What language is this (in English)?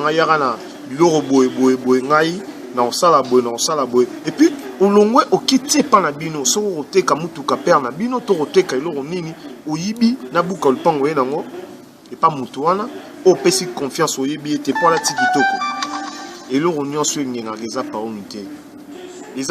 Lingala